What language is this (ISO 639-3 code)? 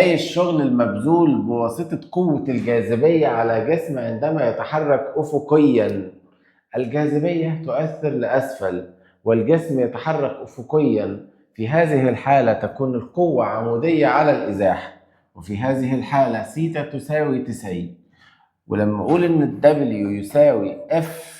arz